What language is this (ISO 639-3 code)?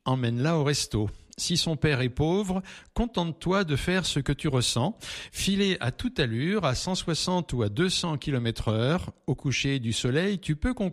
fra